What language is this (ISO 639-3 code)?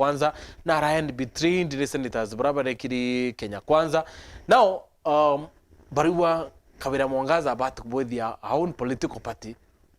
mer